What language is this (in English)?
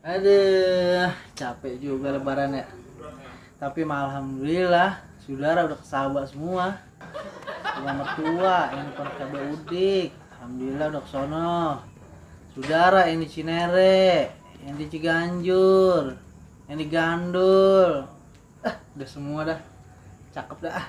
Betawi